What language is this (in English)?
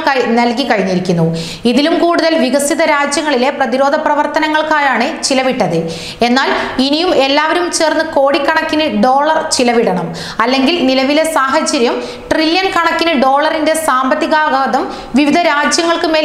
Malayalam